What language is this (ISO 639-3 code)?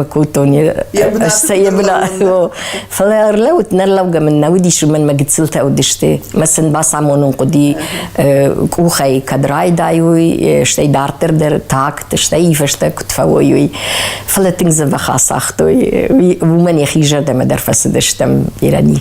oss